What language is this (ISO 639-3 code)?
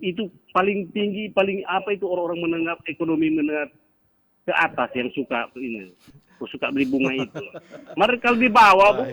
xmm